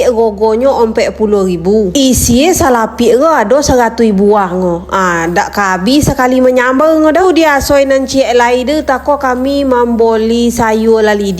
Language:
Minangkabau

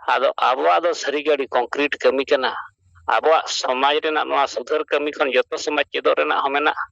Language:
Santali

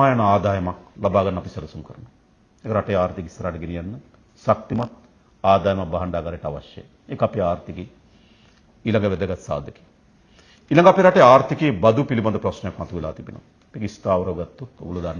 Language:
Sinhala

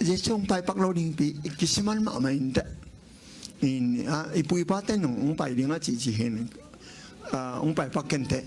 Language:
Tedim Chin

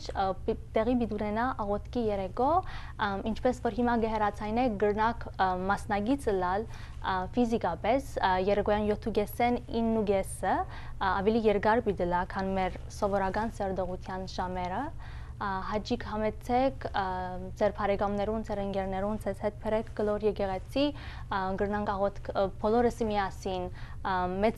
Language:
Western Armenian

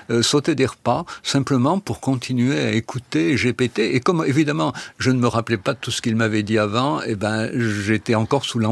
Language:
French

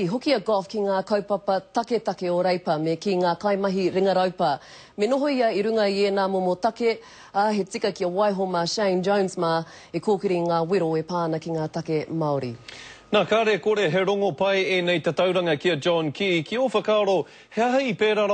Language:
Māori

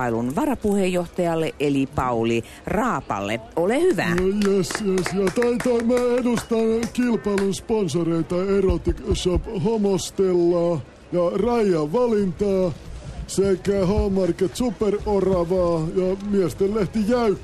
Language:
Finnish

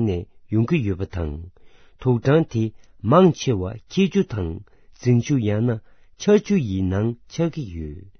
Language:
Tibetan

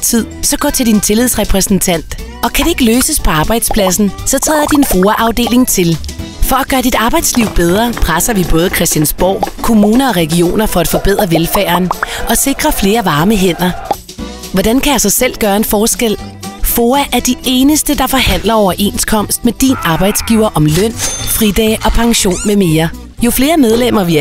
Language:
Danish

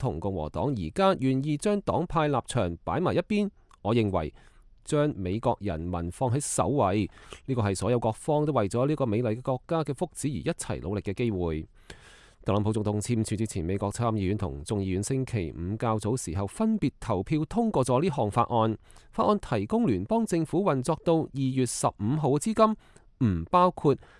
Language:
Cantonese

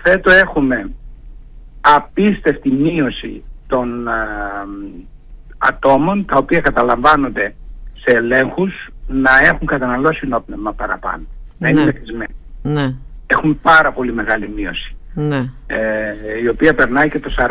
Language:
Greek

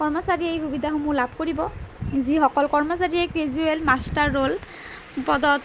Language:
Assamese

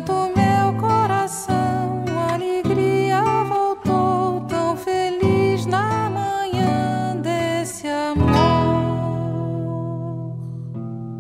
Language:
Portuguese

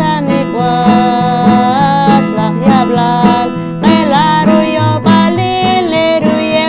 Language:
Poqomchi'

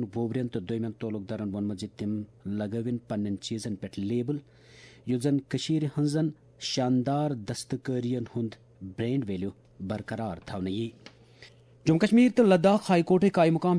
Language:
Kashmiri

